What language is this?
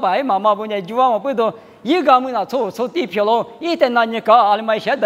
Lisu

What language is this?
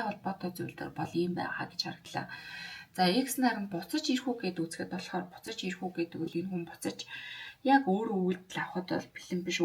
Mongolian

